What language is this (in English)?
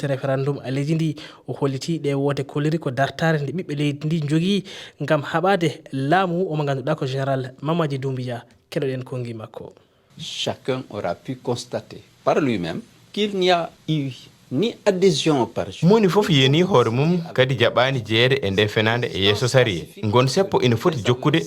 Fula